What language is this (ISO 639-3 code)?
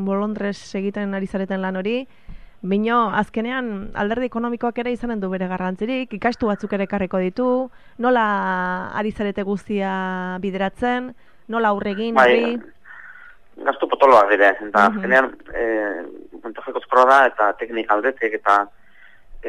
eus